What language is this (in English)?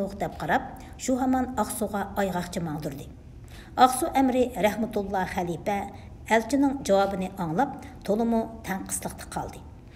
Uyghur